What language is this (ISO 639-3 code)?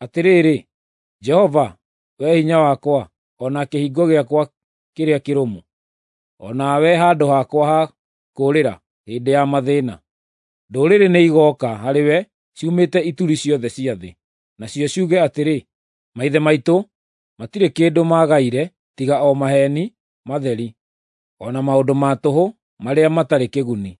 kik